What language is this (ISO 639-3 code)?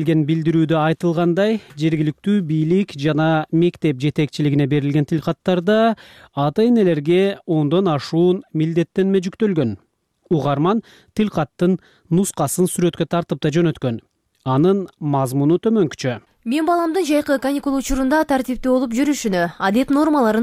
kir